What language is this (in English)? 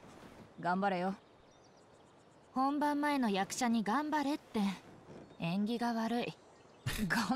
Japanese